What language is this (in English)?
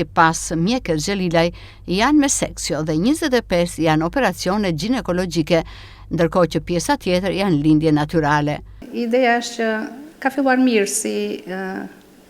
Albanian